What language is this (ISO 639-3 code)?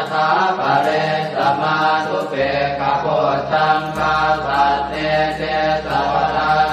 pli